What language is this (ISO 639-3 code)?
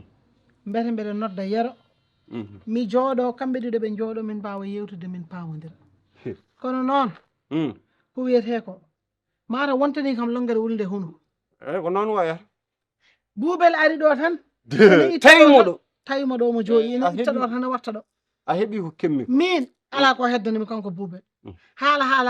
ful